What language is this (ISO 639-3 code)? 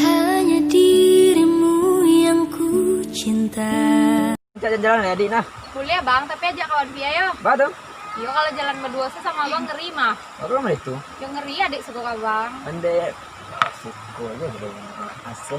min